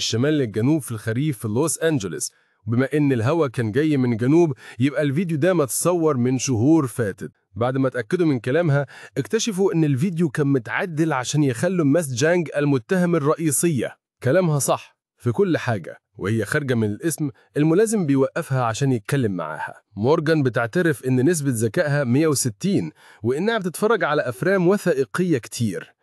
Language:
Egyptian Arabic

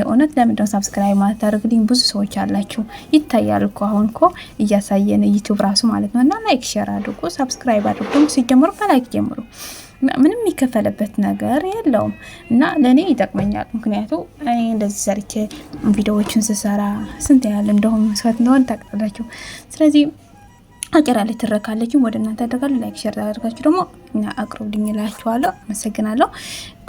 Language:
Amharic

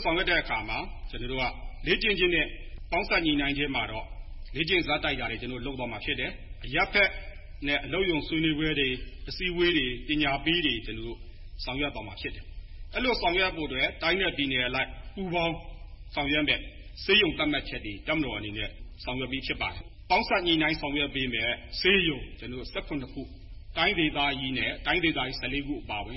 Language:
Burmese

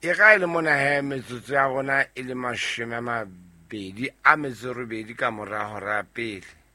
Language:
Southern Sotho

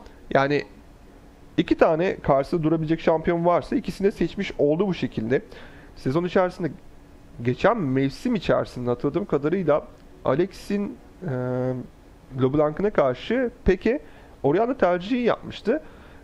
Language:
Turkish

